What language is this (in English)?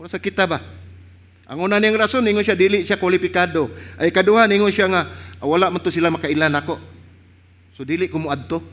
Cebuano